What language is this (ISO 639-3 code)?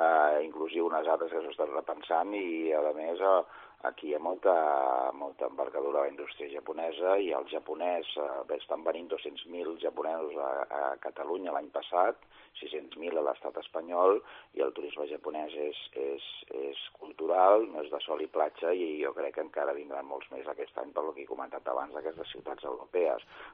cat